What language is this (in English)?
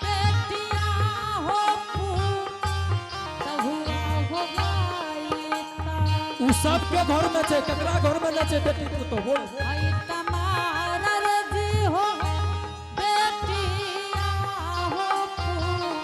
Angika